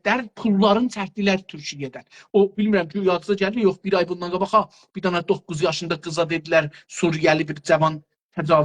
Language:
South Azerbaijani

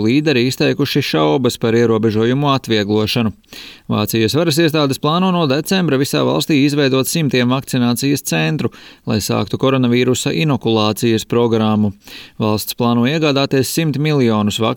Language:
Latvian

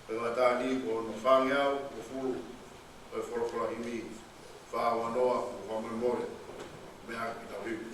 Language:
Tongan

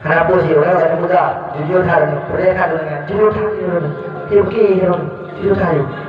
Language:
Achinese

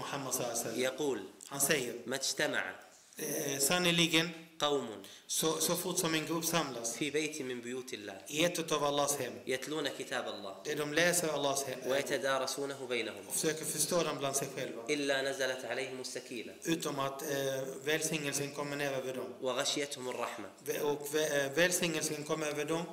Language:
Swedish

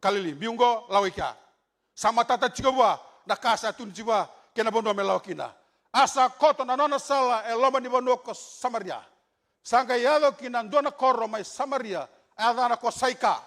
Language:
Fijian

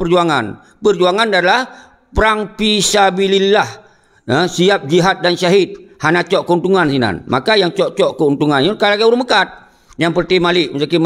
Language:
Achinese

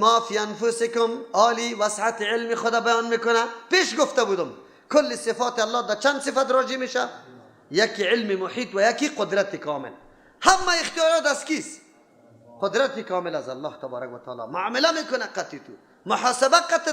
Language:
Persian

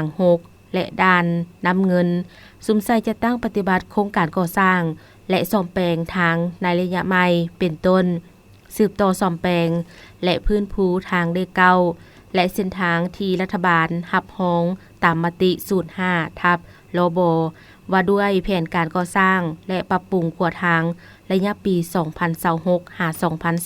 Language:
Lao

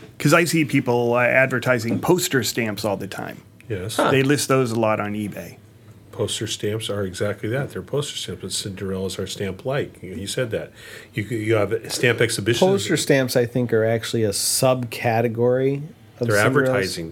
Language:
English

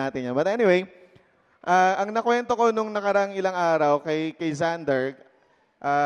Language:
Filipino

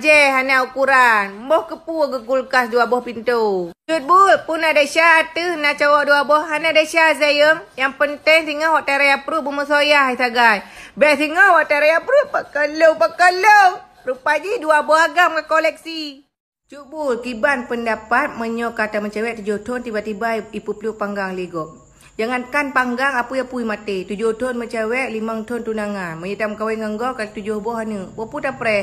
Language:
Achinese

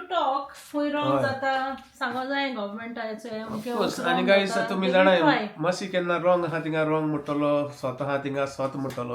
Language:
Konkani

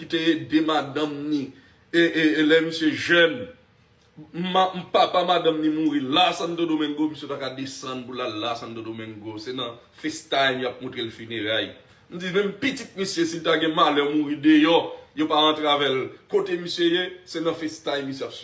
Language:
Haitian Creole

